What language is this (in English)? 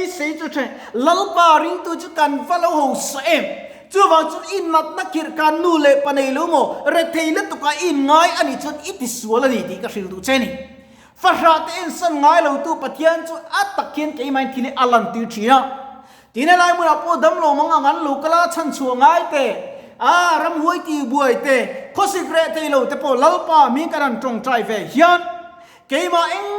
Mizo